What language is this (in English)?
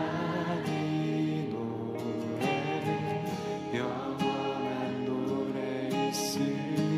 Korean